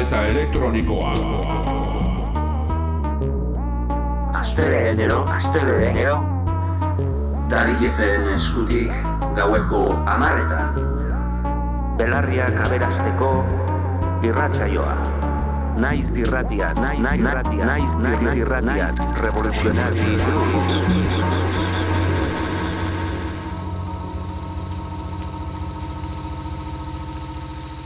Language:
Basque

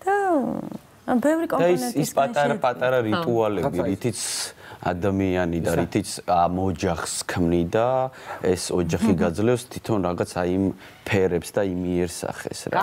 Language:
Georgian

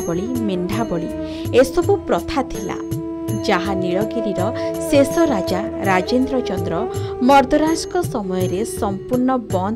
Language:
Odia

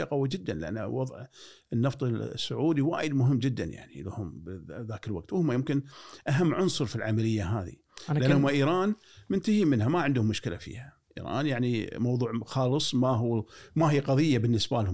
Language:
Gulf Arabic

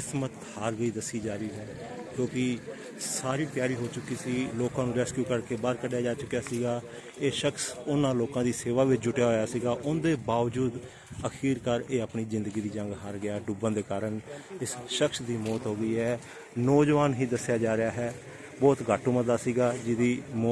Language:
Punjabi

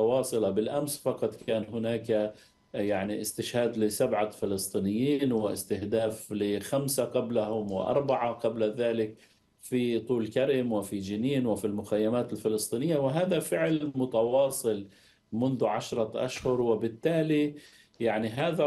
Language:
Arabic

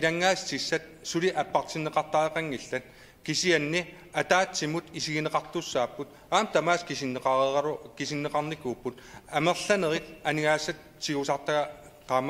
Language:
Kalaallisut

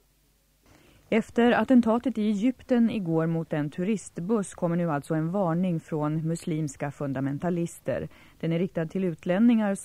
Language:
Swedish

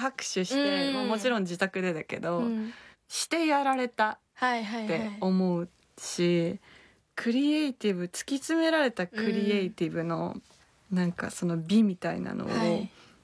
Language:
Japanese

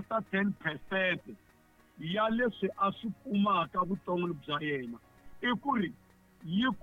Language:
Tsonga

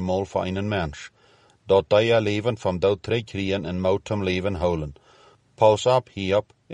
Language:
Plautdietsch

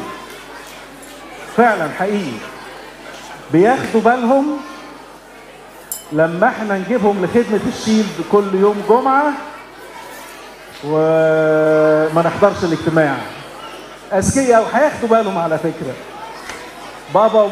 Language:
Egyptian Arabic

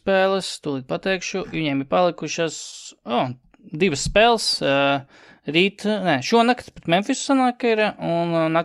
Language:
Latvian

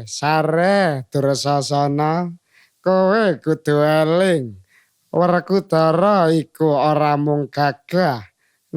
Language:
Javanese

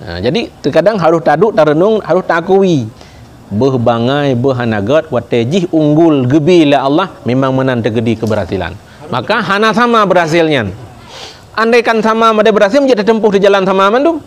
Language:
Achinese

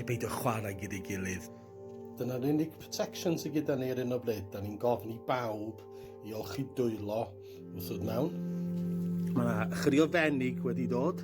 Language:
Welsh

